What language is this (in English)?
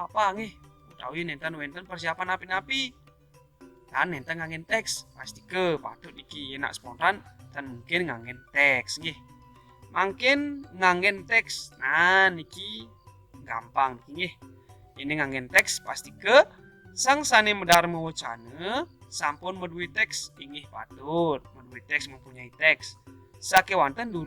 Balinese